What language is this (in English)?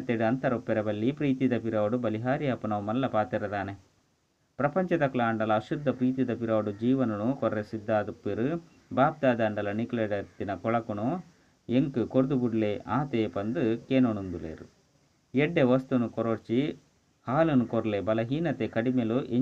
Tulu